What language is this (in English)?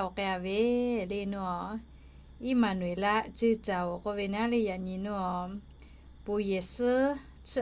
Lahu